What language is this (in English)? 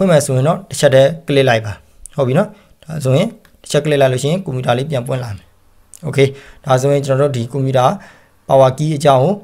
Burmese